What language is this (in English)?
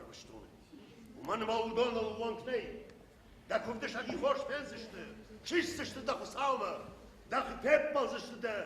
Ossetic